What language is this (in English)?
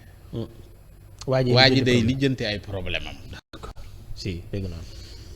Wolof